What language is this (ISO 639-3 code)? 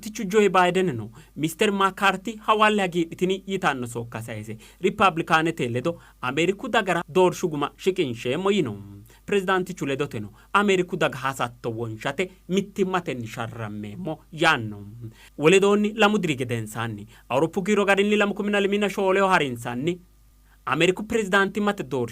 sid